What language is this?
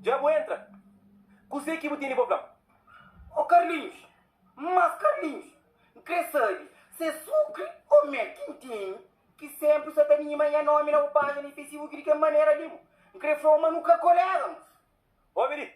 Kabuverdianu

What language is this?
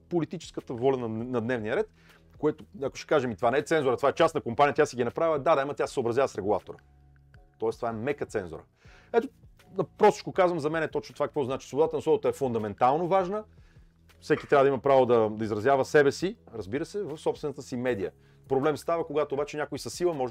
Bulgarian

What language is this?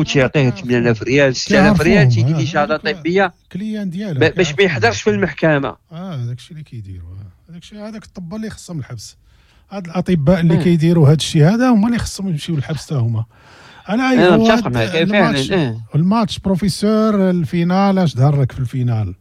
Moroccan Arabic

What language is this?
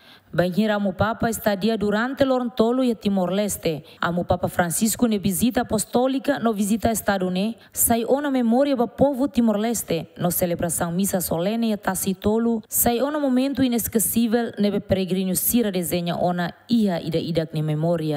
Tetum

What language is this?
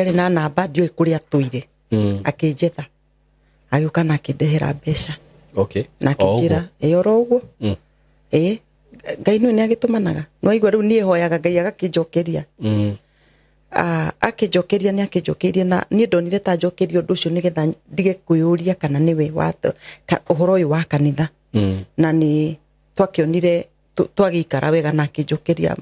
Kikuyu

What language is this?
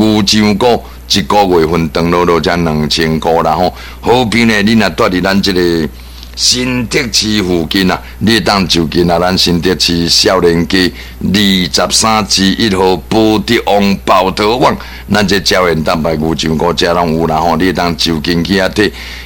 Min Nan Chinese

